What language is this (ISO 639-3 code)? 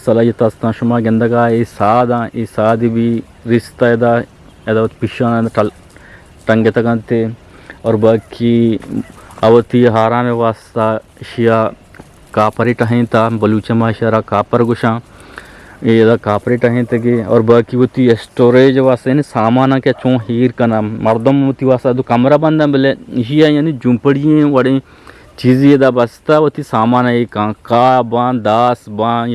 bgp